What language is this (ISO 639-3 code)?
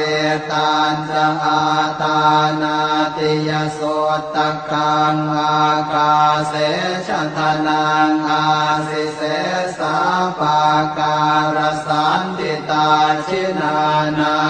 pli